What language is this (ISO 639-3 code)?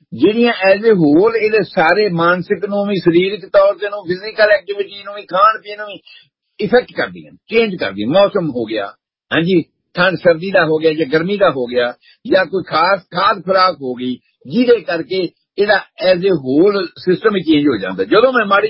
pan